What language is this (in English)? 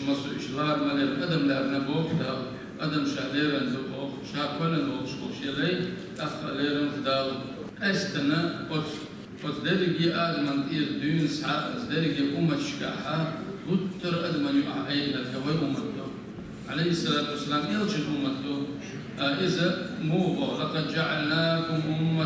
Chechen